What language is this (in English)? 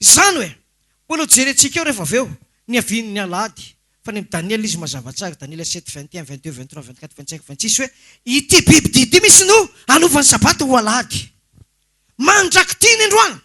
Malagasy